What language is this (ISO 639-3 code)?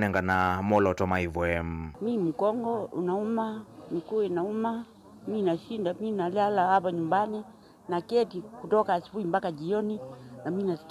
kam